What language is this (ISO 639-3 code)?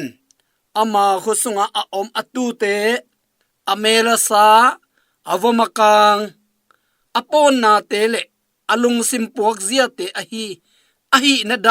ctd